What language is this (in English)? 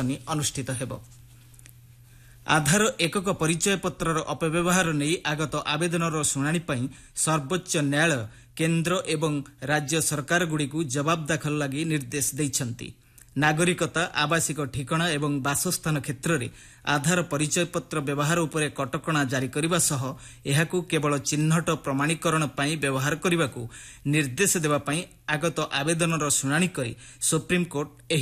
Odia